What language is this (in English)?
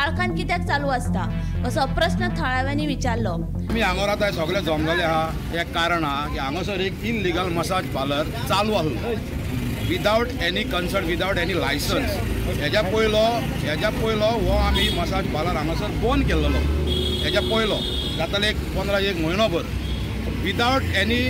Konkani